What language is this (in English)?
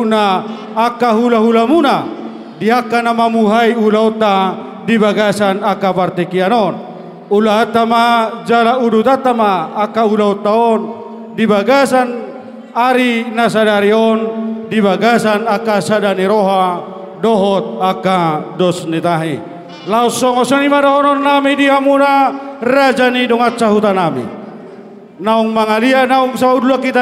Batak Toba